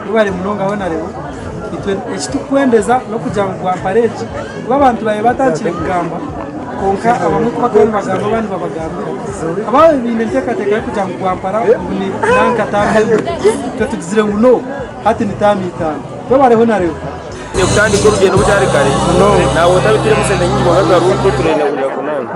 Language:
Nyankole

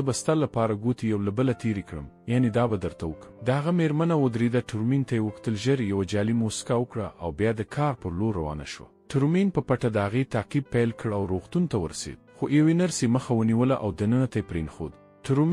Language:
Pashto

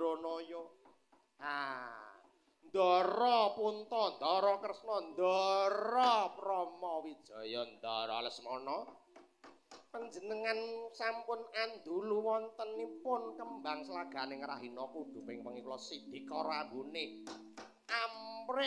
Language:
Javanese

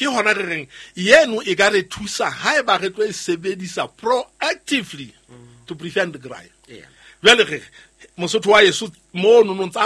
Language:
Southern Sotho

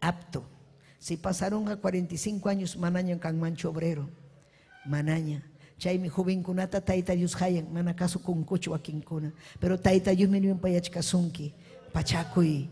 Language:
Ayacucho Quechua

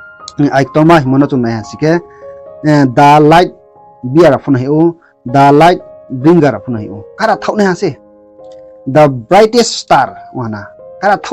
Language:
Riang (India)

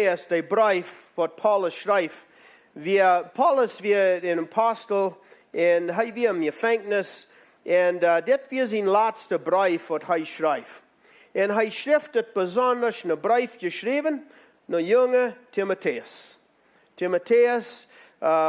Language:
Plautdietsch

